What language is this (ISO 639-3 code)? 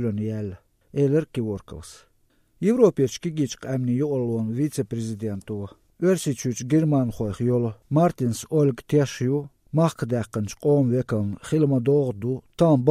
che